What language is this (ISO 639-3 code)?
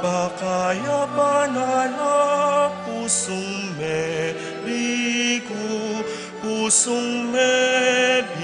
pam